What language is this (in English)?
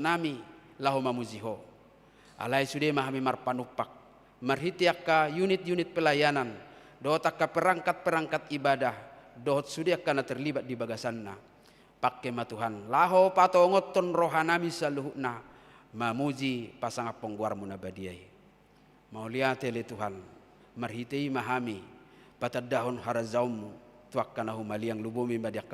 Batak Toba